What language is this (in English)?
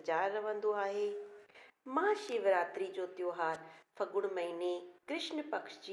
Sindhi